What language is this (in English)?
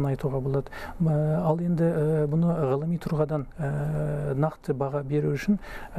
Kazakh